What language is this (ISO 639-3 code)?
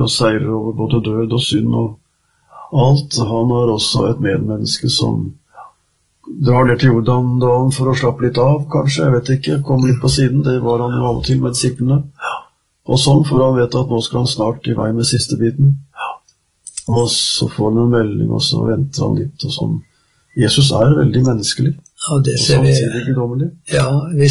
nor